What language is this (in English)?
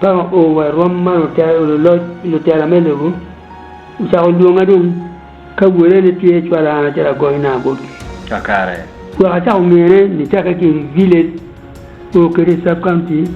Acoli